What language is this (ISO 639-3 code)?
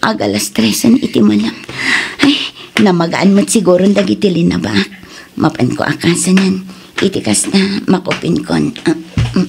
ilo